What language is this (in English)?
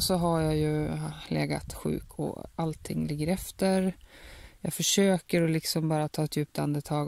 Swedish